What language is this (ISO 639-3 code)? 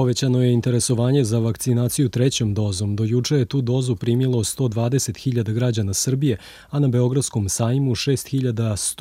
srp